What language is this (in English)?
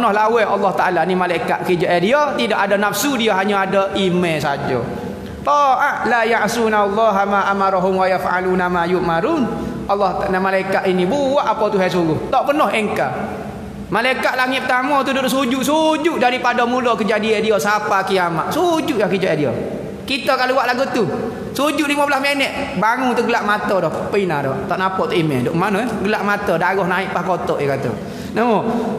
Malay